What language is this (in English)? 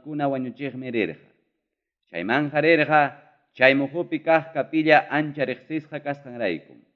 Ayacucho Quechua